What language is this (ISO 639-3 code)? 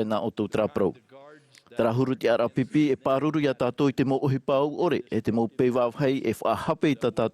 tah